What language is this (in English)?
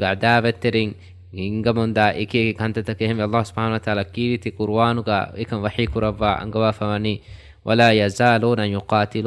Divehi